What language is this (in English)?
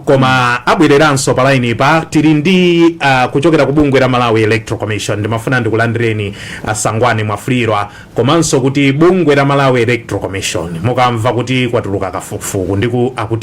Nyanja